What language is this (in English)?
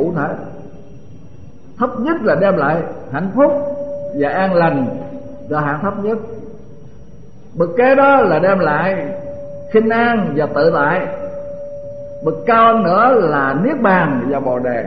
Vietnamese